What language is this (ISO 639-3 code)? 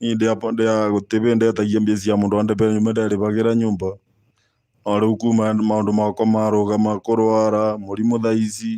kik